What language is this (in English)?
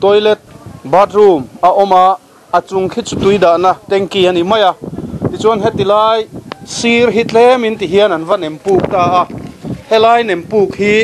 Mizo